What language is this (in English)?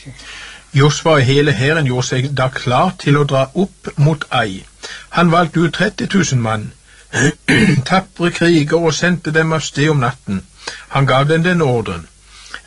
Norwegian